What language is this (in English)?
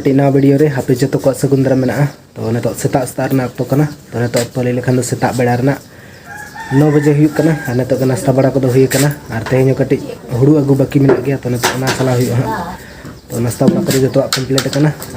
Santali